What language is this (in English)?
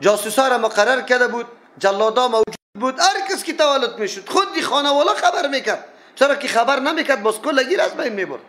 Persian